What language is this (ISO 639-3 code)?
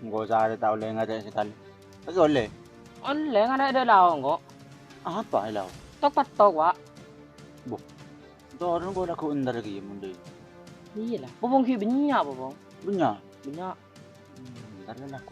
mad